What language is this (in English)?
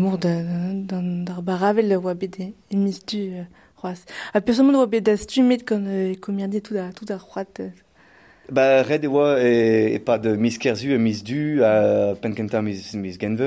Breton